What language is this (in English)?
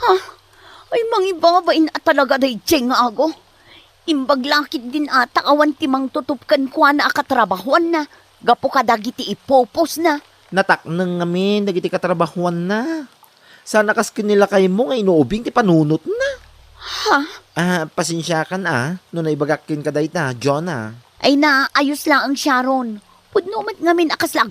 Iloko